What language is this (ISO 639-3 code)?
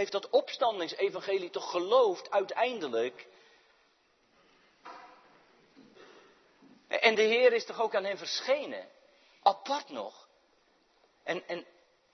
nld